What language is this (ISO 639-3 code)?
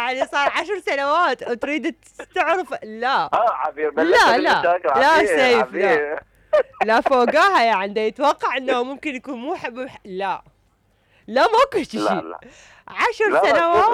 acm